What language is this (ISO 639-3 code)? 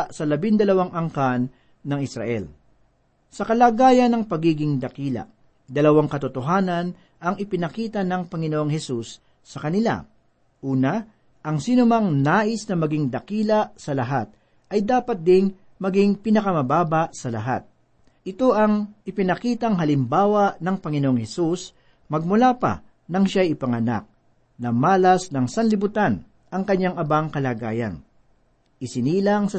fil